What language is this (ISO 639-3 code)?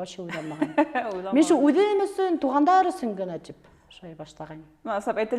bak